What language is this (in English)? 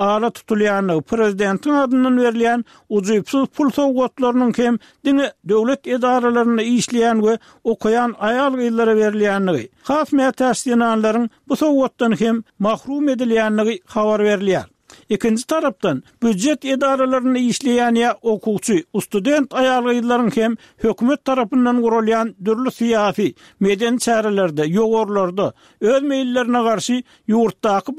Turkmen